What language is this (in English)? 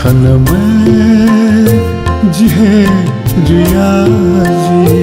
Newari